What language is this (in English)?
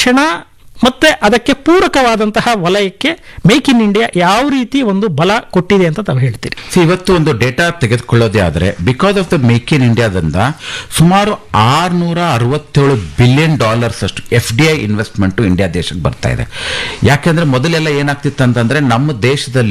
Kannada